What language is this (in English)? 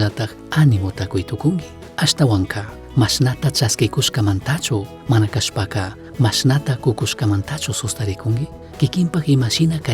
Chimborazo Highland Quichua